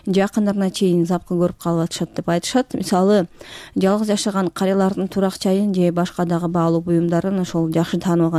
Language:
Kyrgyz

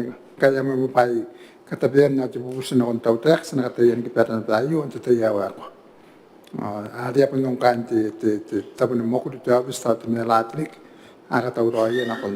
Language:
Gilbertese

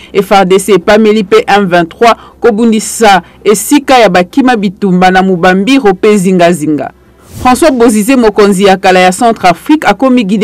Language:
Lingala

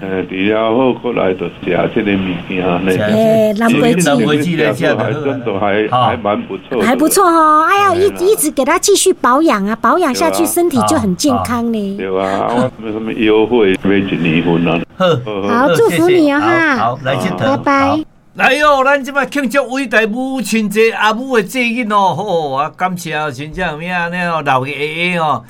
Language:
Min Nan Chinese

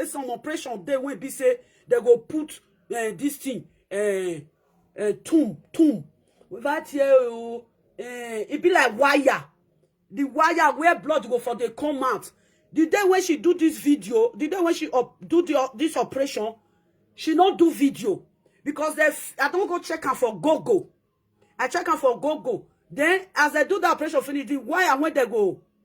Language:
Nigerian Pidgin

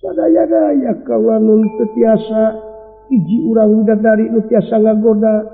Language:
Sundanese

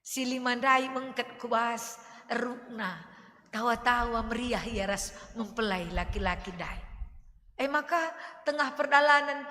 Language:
Batak Karo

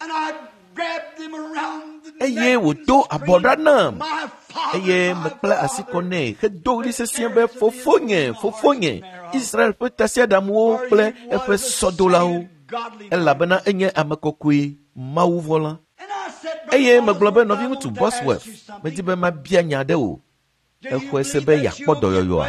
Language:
Ewe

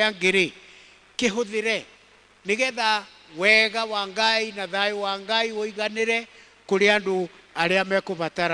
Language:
Kikuyu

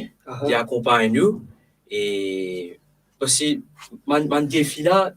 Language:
Morisyen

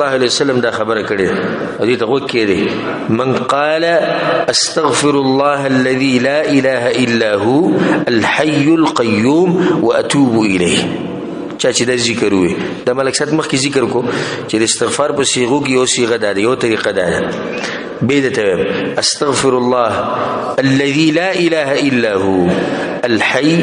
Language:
Pashto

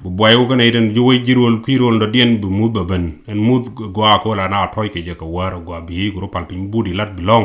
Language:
Nuer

